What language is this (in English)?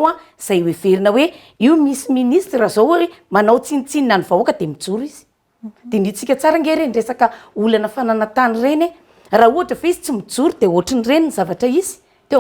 Malagasy